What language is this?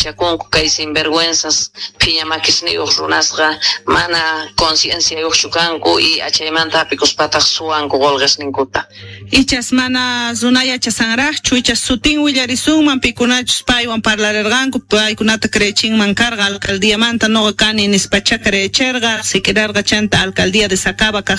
Quechua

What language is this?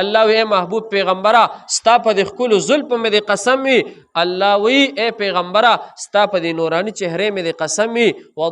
Pashto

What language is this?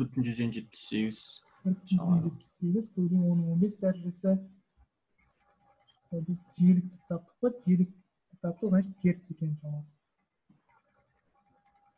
Kazakh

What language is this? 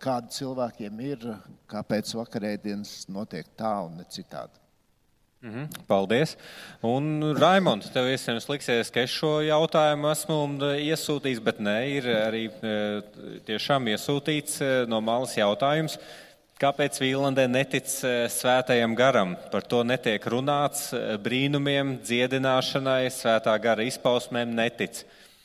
Latvian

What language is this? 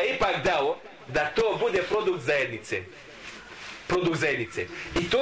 Bosnian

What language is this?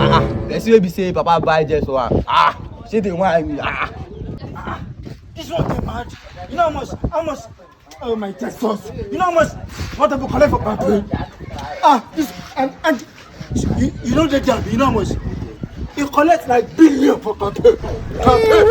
Nigerian Pidgin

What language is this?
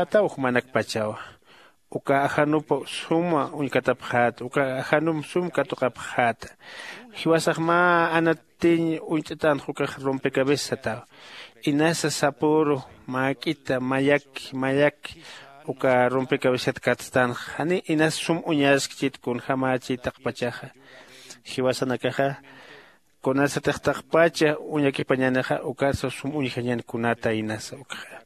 Aymara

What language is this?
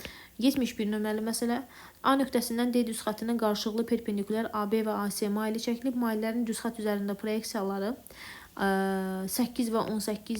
Azerbaijani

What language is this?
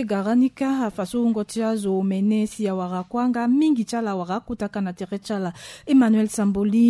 Sango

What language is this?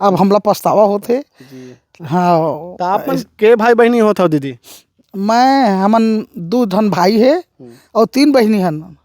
Chhattisgarhi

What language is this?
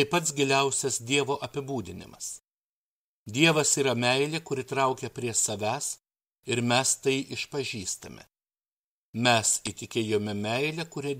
Lithuanian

